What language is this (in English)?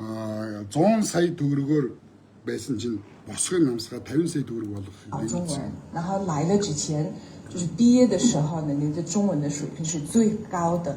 Mongolian